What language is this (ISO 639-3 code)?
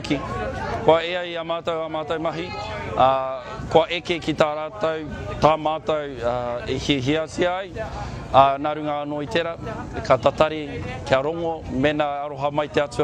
mri